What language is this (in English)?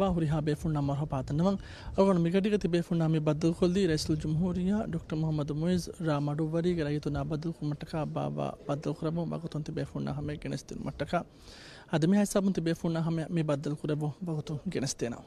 Divehi